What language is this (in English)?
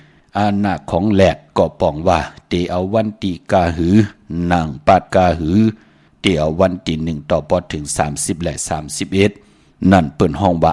Shan